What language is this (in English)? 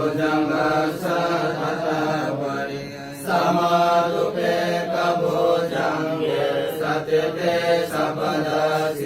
Pali